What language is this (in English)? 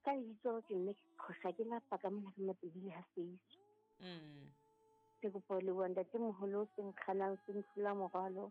Southern Sotho